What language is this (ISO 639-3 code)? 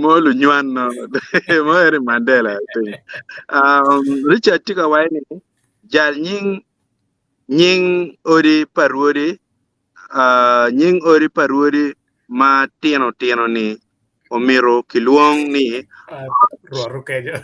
ach